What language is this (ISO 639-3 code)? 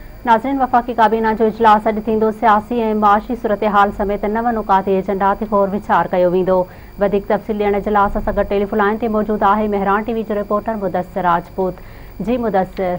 snd